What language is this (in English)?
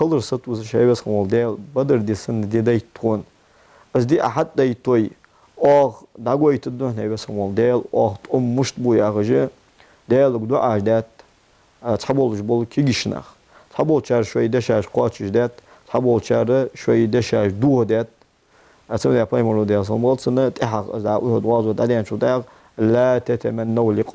Ingush